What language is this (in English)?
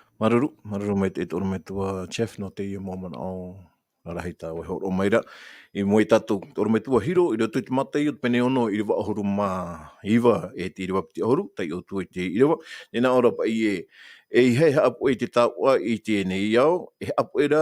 Tahitian